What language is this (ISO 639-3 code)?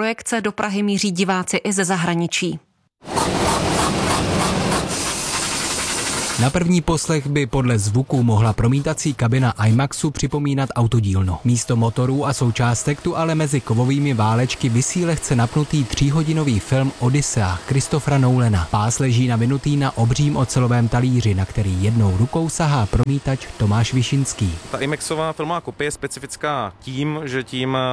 ces